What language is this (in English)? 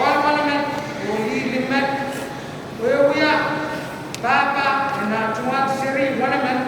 Pohnpeian